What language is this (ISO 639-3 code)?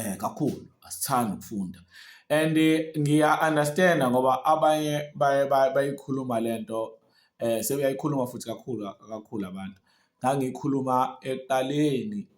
zul